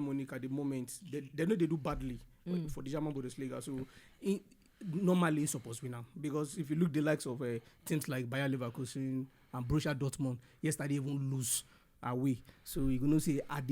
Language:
Nigerian Pidgin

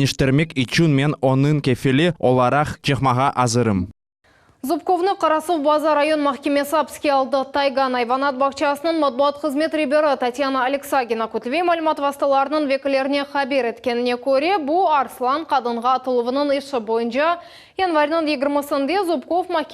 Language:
Crimean Tatar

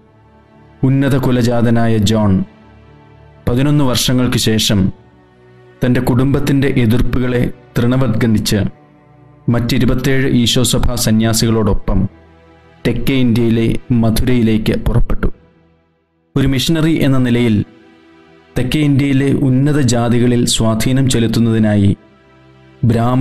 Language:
Malayalam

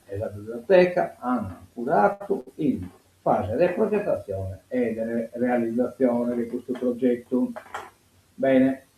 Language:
Sardinian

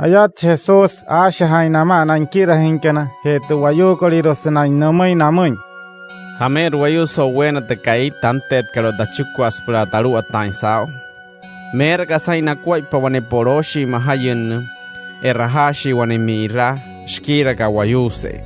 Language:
Wayuu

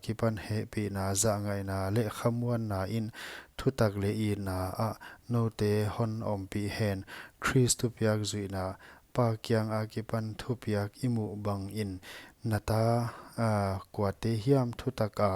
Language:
Paite Chin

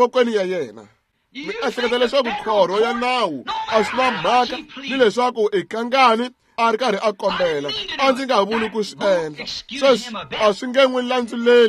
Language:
Tsonga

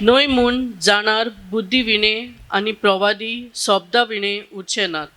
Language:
Konkani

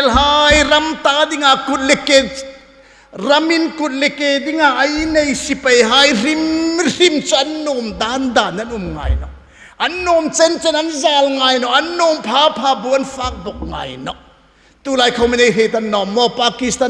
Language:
Hmar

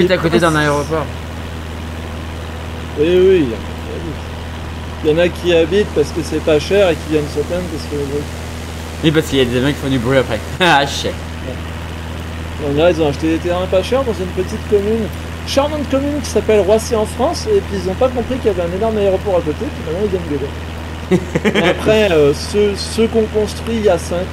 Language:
French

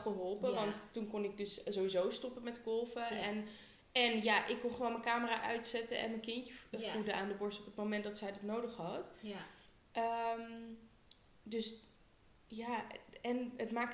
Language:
Dutch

